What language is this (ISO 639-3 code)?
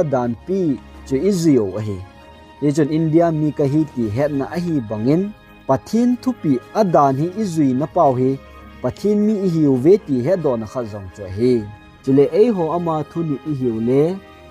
tcz